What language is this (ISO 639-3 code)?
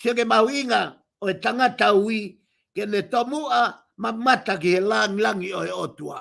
ton